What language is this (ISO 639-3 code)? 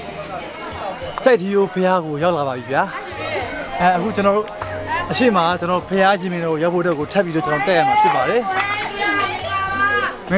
mya